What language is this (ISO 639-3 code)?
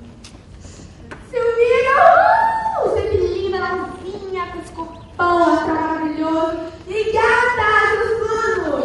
por